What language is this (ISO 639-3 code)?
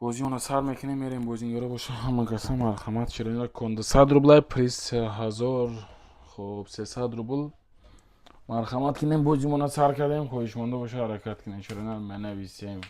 tgk